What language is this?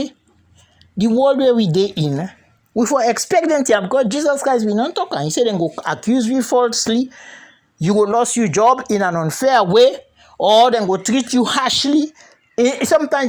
Krio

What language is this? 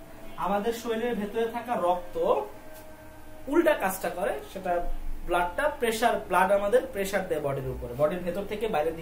Bangla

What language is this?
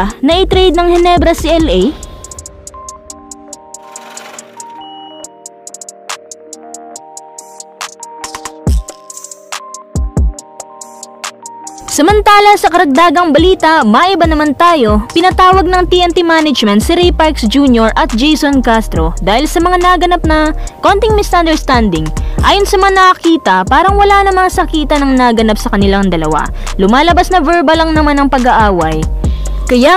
Filipino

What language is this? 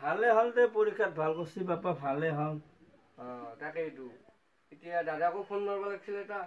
Assamese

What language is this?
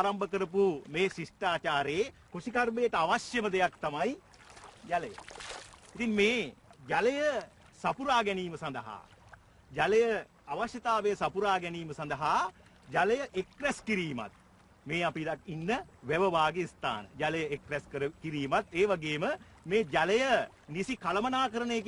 Sinhala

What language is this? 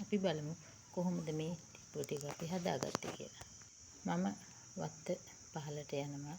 Sinhala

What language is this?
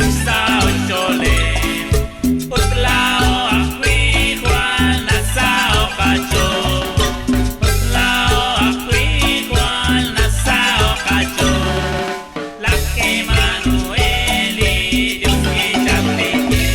Kekchí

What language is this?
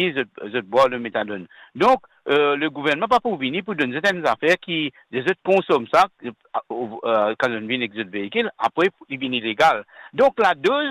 Morisyen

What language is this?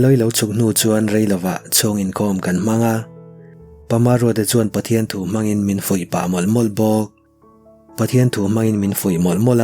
Mizo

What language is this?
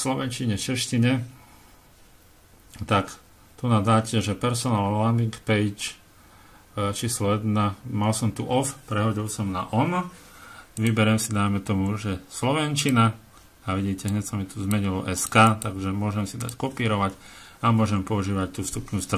Slovak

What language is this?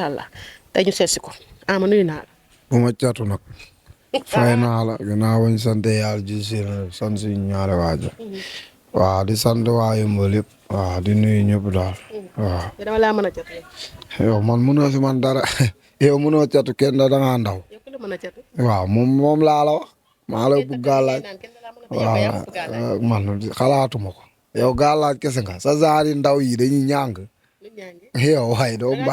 Wolof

